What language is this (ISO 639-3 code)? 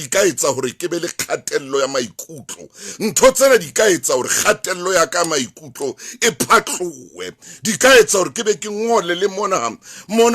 sot